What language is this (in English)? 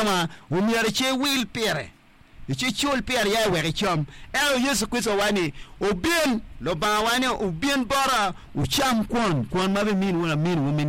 Acoli